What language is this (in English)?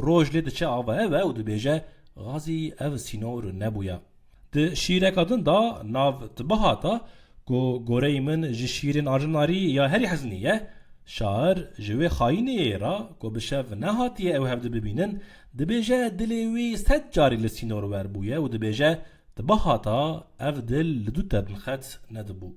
Kurdish